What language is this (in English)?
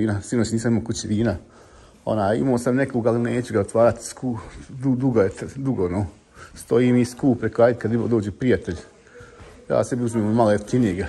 Croatian